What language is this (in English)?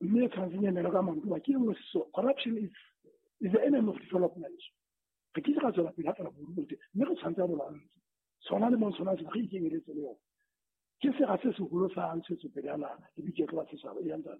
Southern Sotho